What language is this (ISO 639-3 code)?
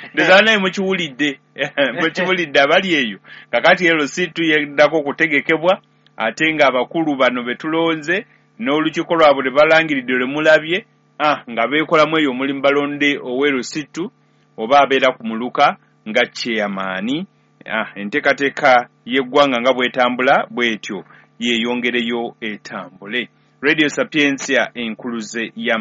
lug